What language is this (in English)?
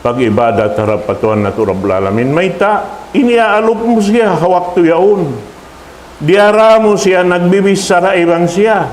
Tausug